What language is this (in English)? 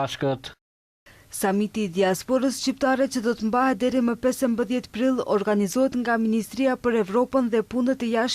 Albanian